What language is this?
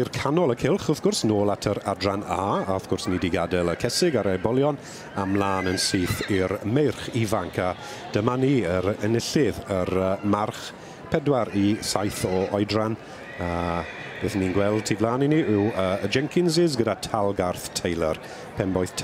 Welsh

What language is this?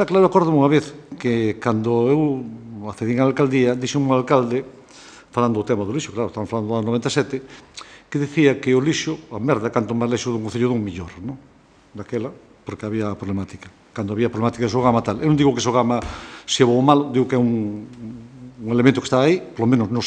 Galician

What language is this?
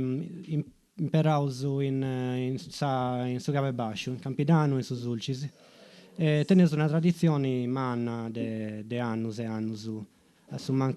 Sardinian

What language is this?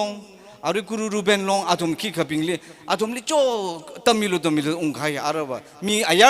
Tangkhul Naga (India)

